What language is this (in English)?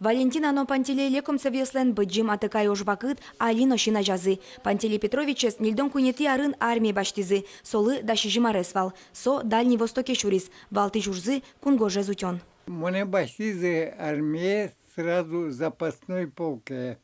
Udmurt